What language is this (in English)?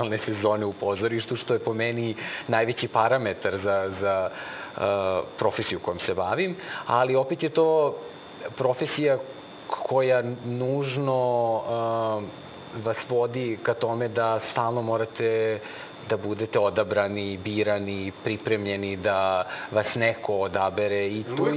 Serbian